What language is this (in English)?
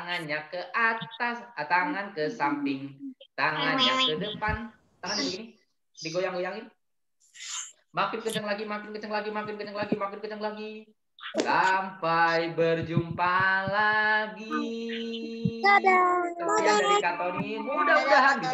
Indonesian